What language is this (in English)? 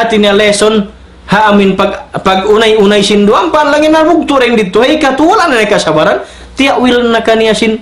Tausug